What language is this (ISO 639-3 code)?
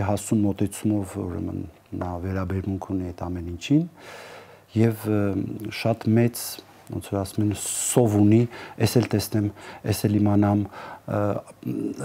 hye